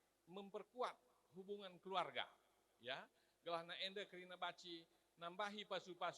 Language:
Batak Karo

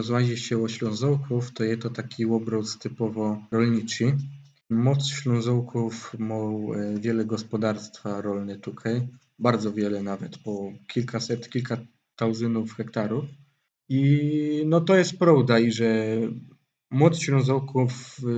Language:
Silesian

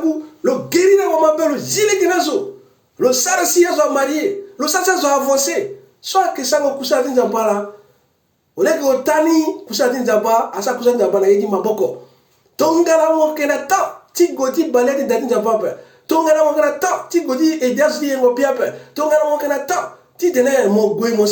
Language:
Sango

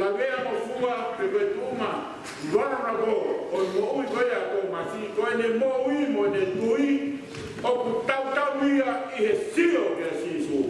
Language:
Tongan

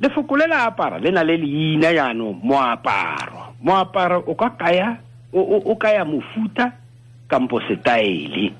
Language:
Tswana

